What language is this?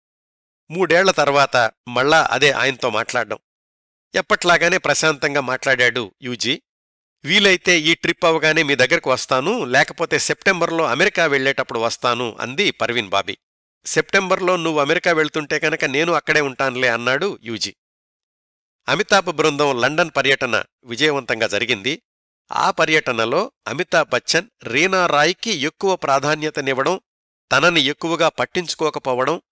Telugu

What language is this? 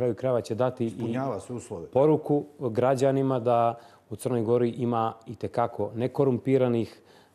Bosnian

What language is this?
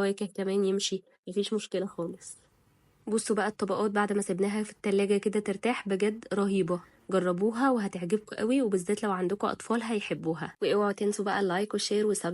Egyptian Arabic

